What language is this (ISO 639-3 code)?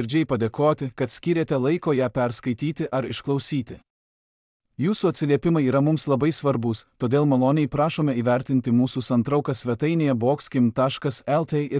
lit